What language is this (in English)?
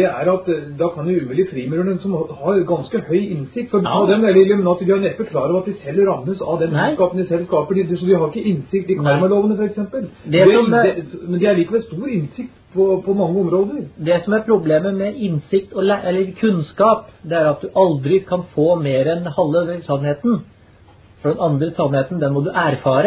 Norwegian